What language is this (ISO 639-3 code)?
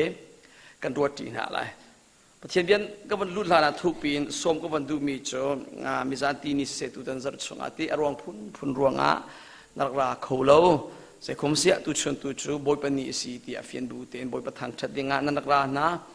cnh